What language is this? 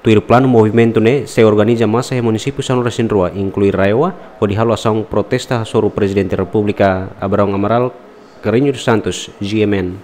Tetum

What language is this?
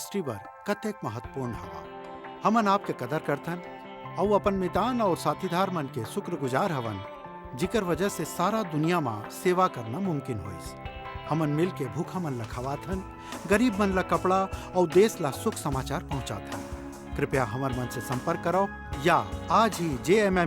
Chhattisgarhi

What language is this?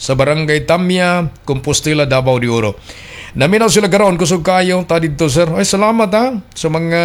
Cebuano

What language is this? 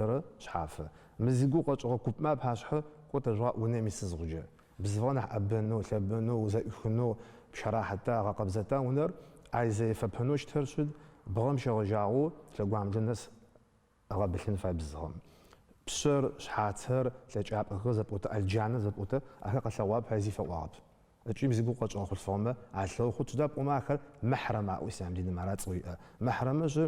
Adyghe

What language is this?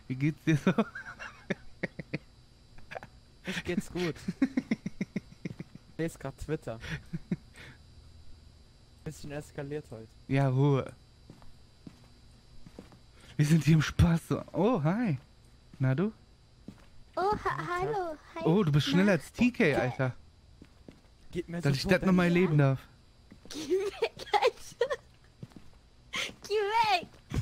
German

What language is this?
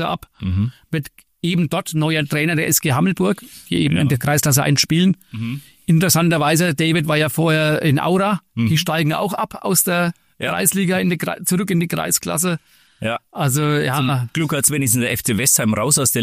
German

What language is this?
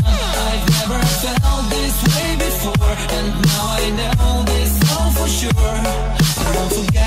English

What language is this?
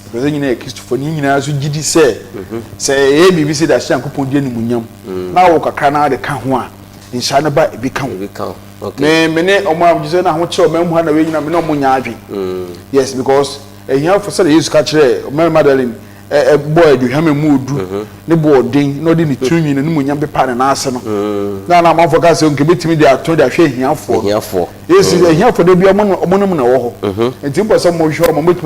Akan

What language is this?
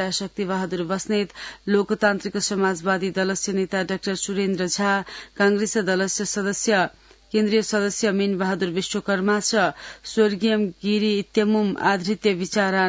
Sanskrit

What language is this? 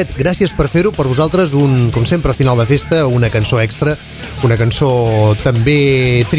Catalan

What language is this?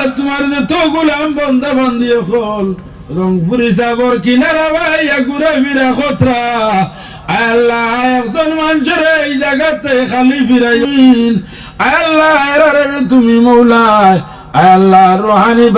Sylheti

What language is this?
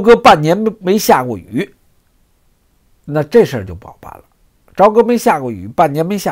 Chinese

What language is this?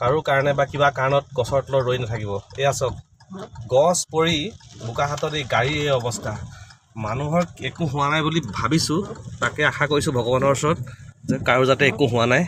Assamese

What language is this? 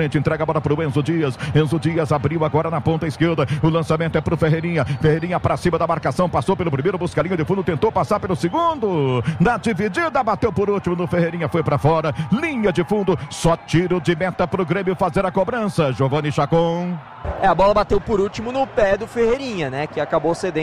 Portuguese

